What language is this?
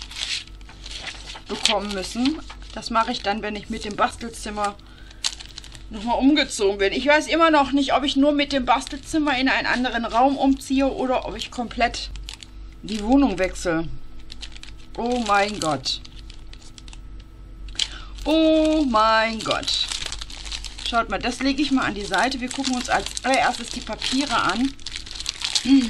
German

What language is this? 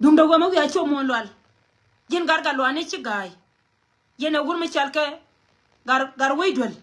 Nuer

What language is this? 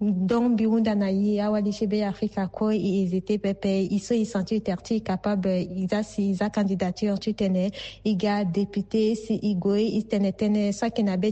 Sango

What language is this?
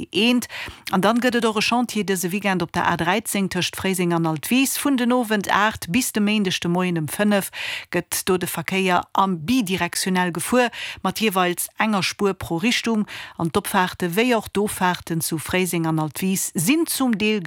Luxembourgish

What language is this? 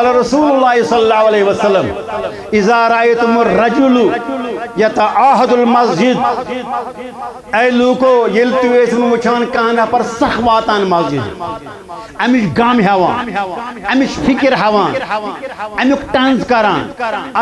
Kashmiri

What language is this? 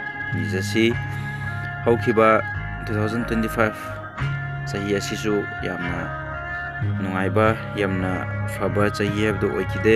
Manipuri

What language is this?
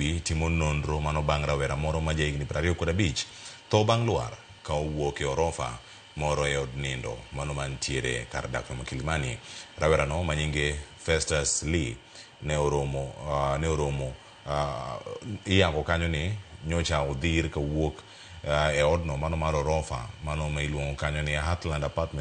Luo (Kenya and Tanzania)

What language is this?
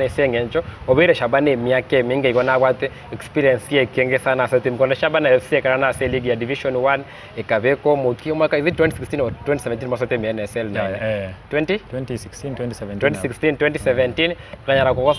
Gusii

